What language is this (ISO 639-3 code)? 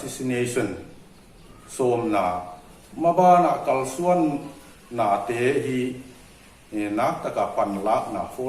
pck